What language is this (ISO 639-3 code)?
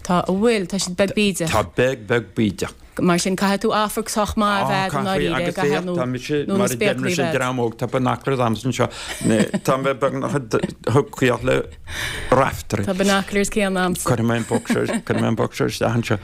gle